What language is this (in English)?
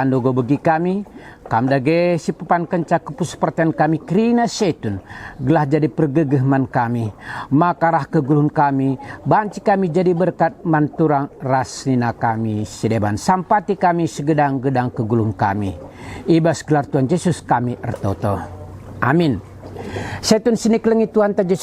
Batak Karo